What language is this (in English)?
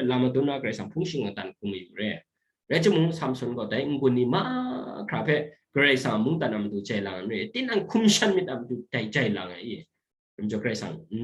Kachin